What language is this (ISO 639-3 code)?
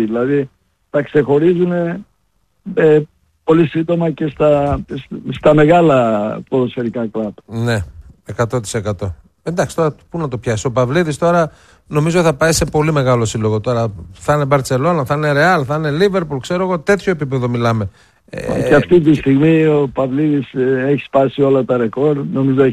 ell